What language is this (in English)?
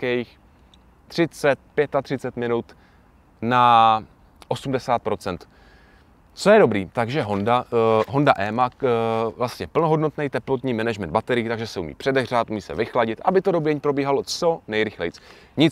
Czech